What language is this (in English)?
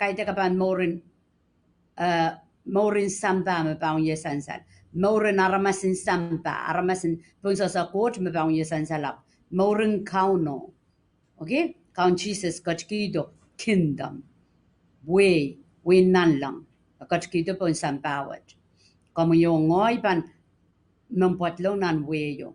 Pohnpeian